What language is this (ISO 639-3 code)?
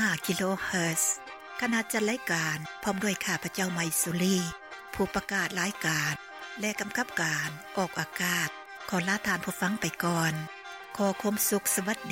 lao